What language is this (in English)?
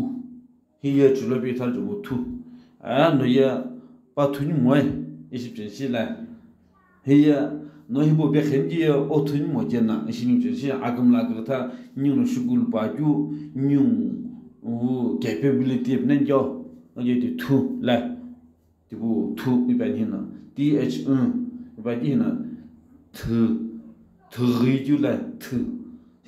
Sumi Naga